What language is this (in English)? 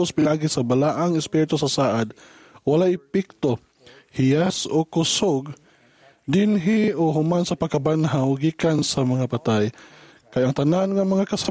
Cebuano